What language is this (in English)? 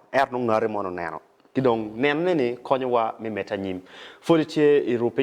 Acoli